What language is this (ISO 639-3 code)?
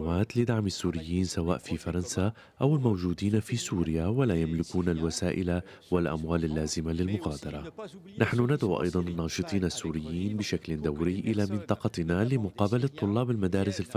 ara